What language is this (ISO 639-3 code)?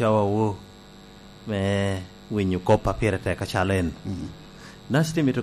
laj